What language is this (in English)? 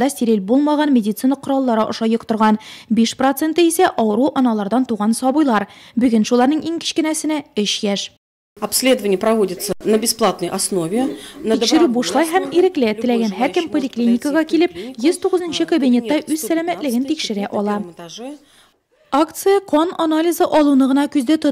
Tatar